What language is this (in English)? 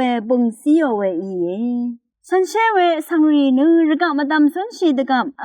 Rawang